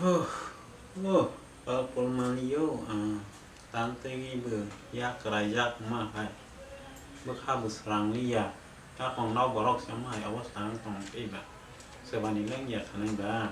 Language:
Kok Borok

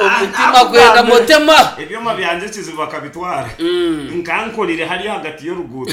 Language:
Nyankole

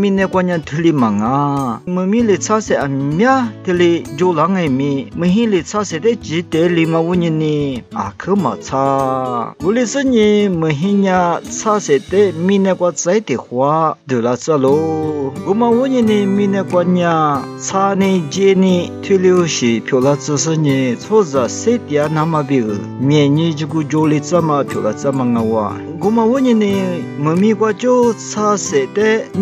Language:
Lisu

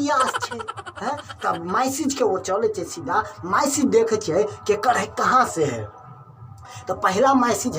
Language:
Maithili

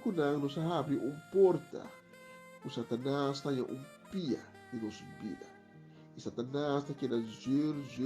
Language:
Papiamento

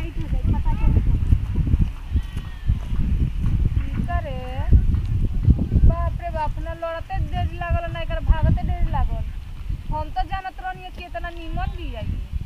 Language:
Bhojpuri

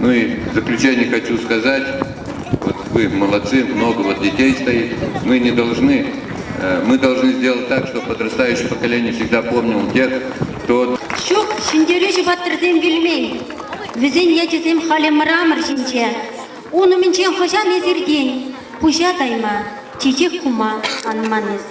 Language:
Chuvash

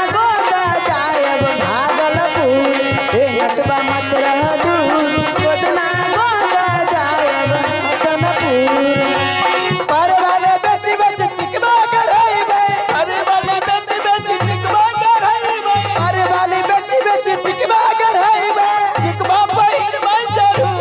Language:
Maithili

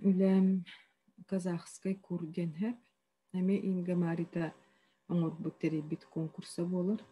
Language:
Yakut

